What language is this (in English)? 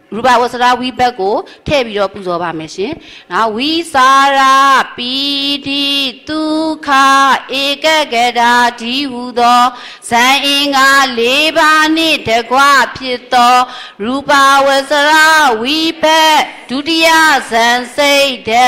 Burmese